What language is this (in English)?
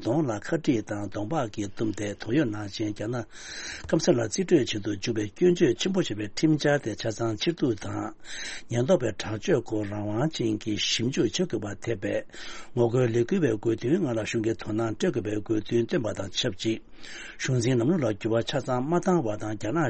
Tibetan